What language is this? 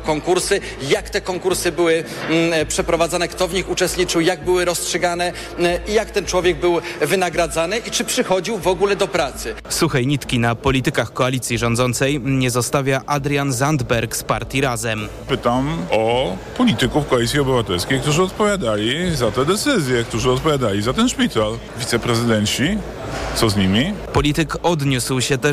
Polish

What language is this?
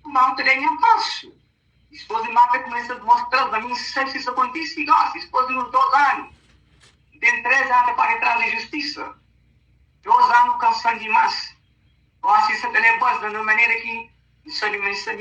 Kabuverdianu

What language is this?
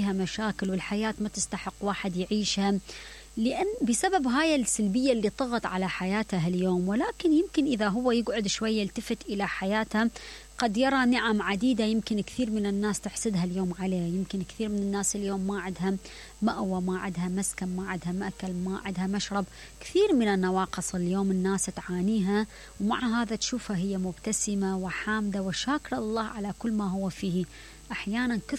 Mesopotamian Arabic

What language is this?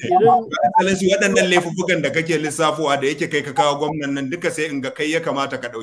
Hausa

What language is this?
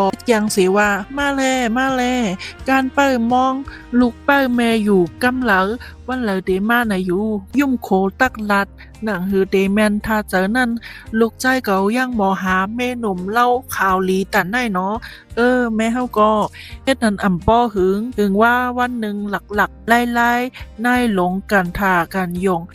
Shan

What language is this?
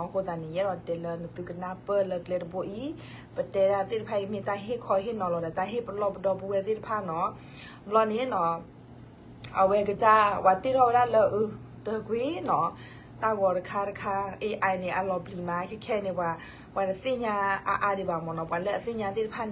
S'gaw Karen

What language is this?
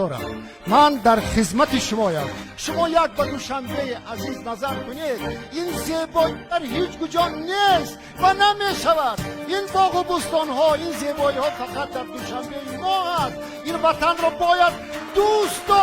Tajik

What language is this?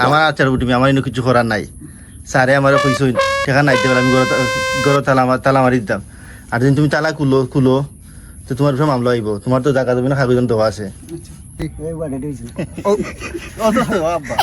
Sylheti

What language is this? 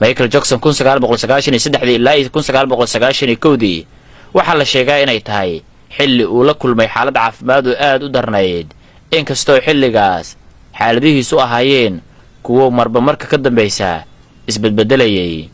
Somali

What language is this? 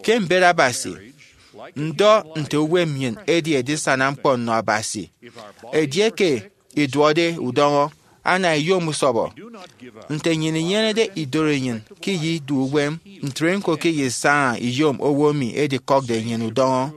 Efik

